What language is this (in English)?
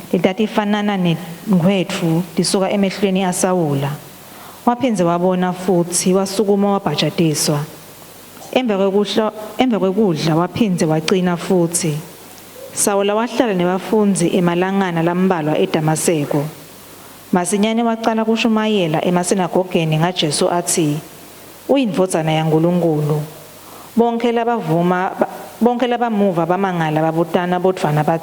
Swati